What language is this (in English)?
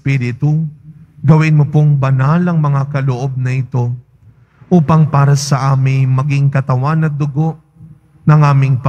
Filipino